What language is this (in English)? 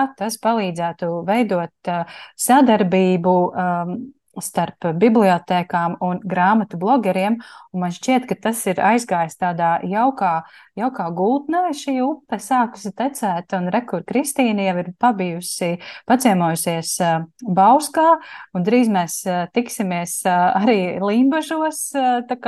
Latvian